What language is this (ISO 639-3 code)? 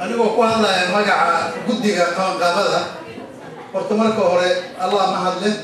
som